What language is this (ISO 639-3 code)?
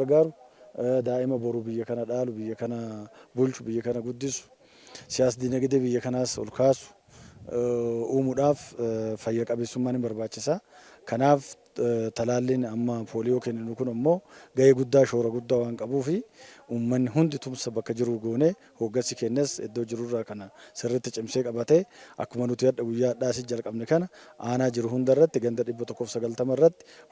orm